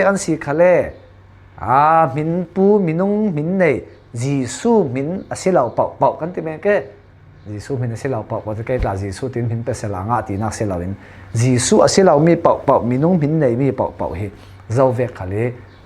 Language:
Falam Chin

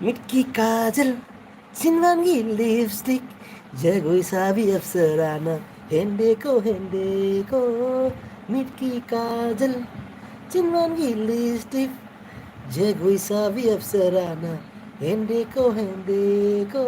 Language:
Manipuri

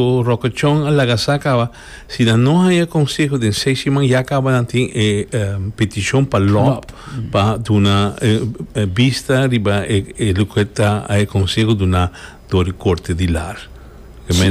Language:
Papiamento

